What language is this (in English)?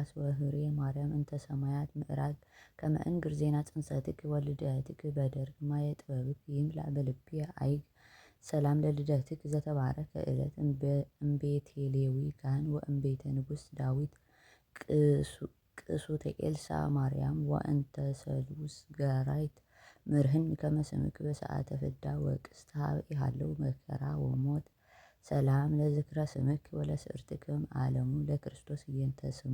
Amharic